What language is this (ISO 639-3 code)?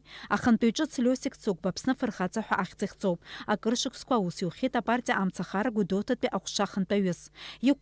abk